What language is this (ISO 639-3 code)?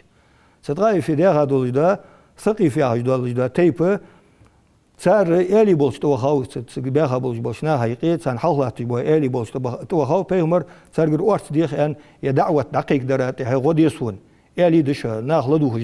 inh